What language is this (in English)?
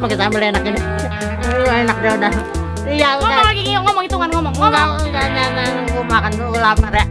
Betawi